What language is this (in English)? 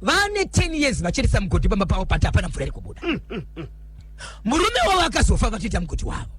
Shona